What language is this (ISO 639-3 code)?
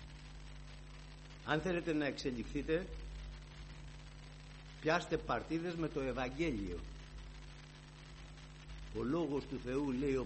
ell